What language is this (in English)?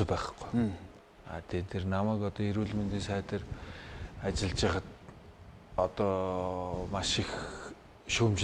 Mongolian